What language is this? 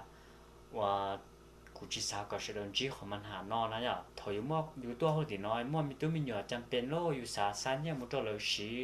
Hmong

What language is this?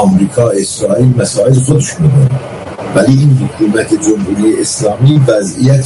Persian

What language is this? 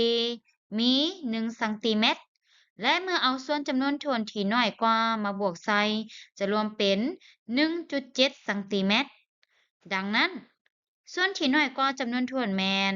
Lao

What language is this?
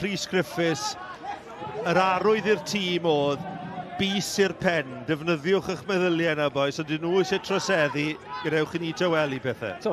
Welsh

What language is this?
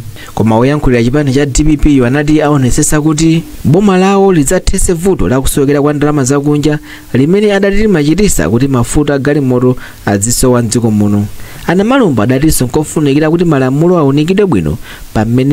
Nyanja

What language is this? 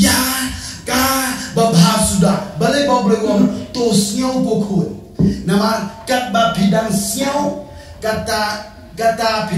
Khasi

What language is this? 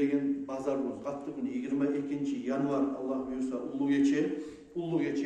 Kumyk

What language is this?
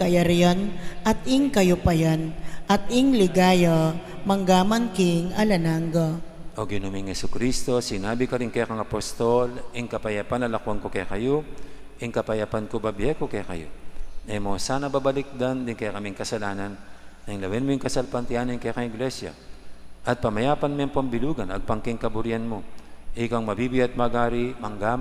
Pampanga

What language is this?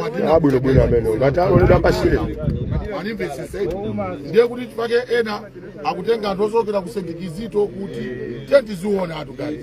Nyanja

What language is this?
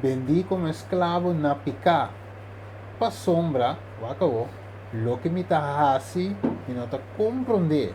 Papiamento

